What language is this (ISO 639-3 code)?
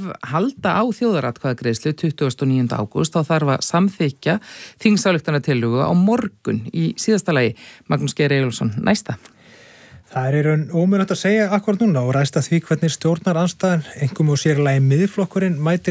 isl